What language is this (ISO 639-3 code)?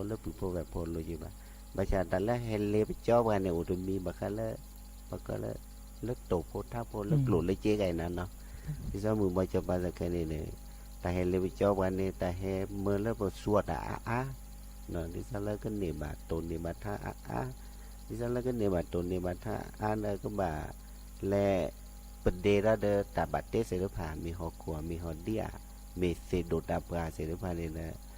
ksw